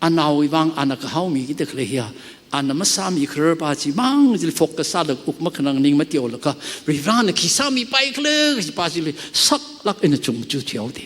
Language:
Tangkhul Naga (India)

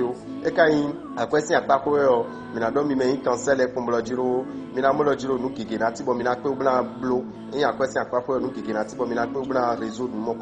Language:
Fon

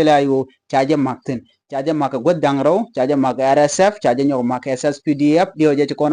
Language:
Nuer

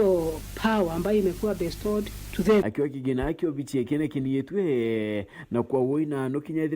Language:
Meru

